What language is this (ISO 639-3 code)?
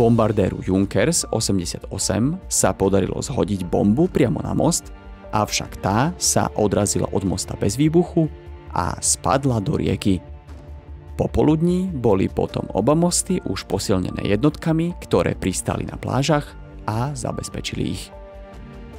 slk